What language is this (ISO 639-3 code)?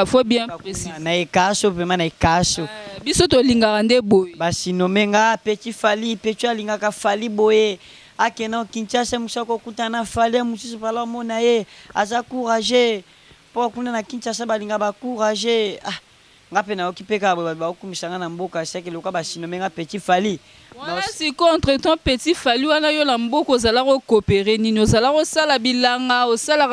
lin